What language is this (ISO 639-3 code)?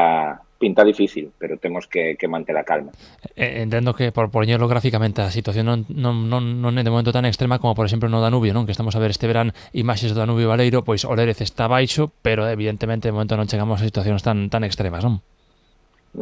glg